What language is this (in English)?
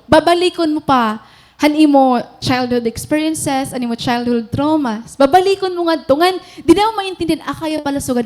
Waray